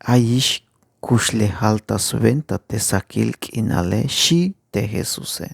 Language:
Tzeltal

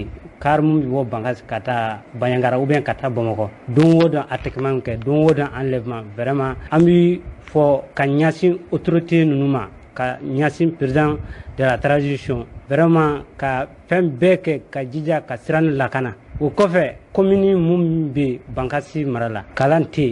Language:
Bambara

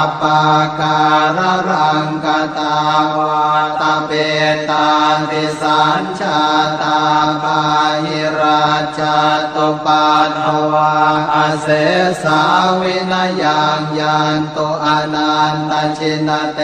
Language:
Pali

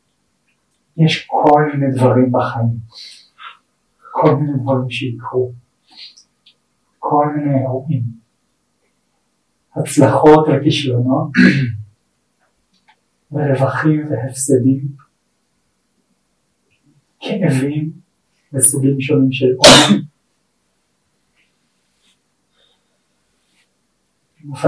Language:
Hebrew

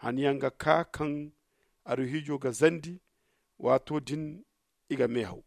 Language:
Zarma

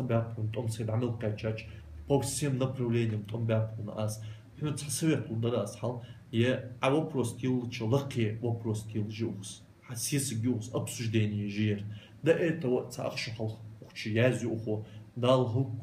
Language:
Ingush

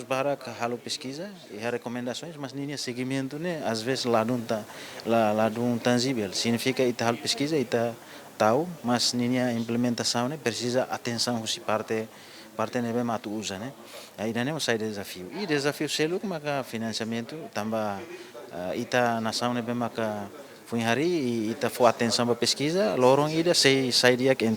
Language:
Tetum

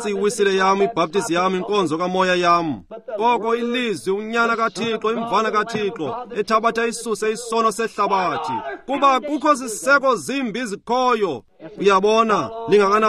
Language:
Xhosa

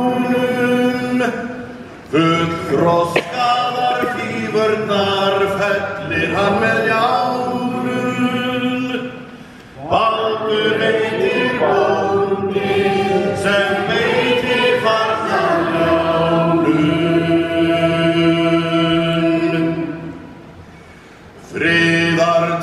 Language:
Icelandic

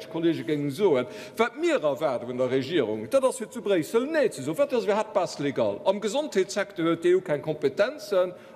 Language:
Luxembourgish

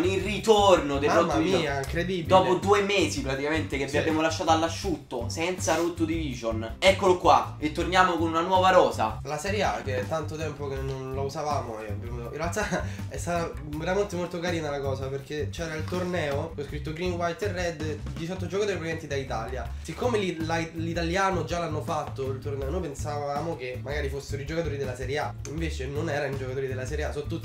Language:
Italian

